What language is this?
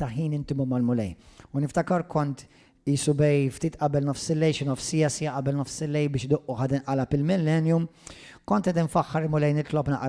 Maltese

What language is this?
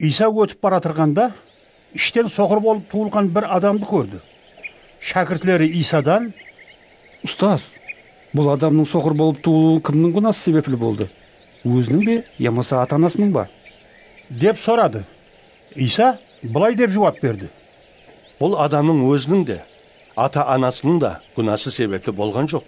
Kara-Kalpak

